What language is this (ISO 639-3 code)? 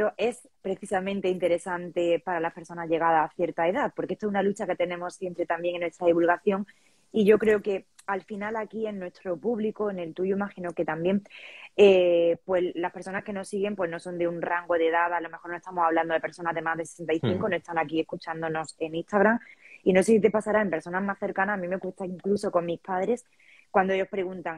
spa